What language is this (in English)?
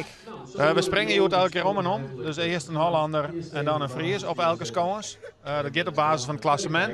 Western Frisian